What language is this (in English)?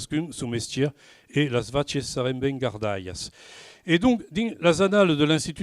Occitan